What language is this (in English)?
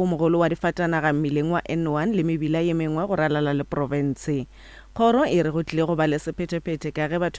Northern Sotho